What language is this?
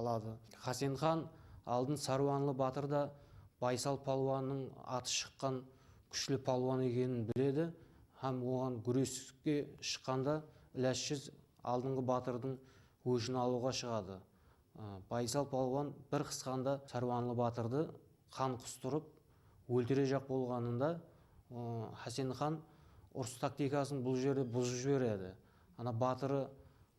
Kara-Kalpak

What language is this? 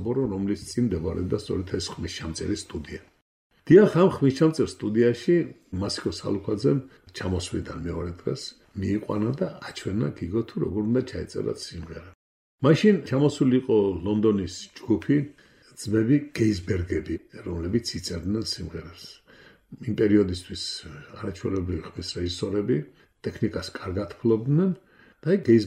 Georgian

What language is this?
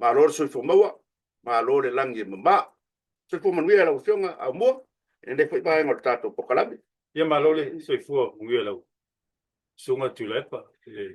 Samoan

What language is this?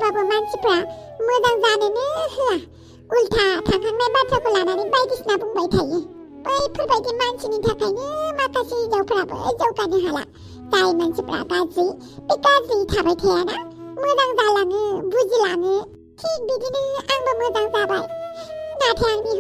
Bodo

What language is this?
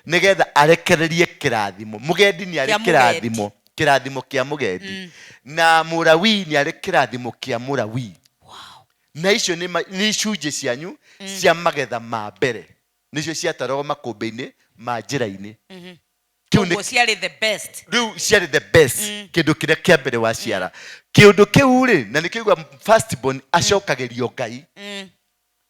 Kikuyu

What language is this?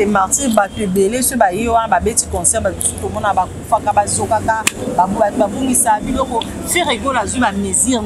Lingala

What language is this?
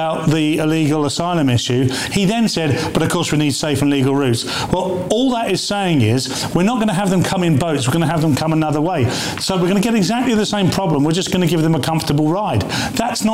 English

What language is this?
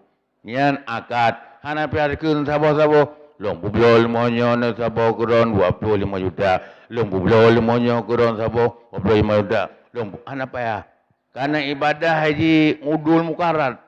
Achinese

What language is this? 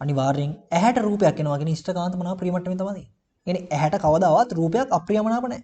Sinhala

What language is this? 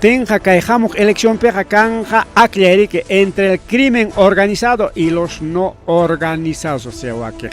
Ayacucho Quechua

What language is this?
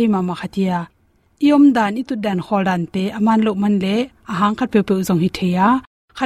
Tedim Chin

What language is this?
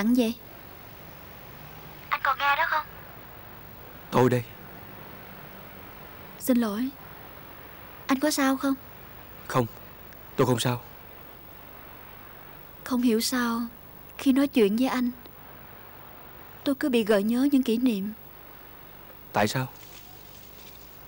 Vietnamese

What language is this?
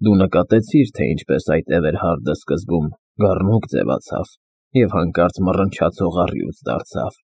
Armenian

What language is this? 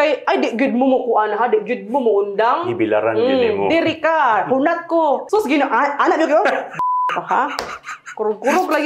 Cebuano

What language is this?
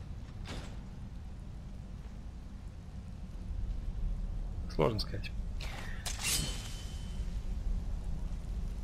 Russian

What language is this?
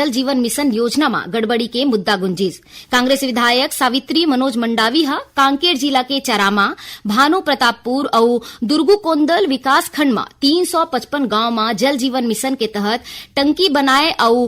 Chhattisgarhi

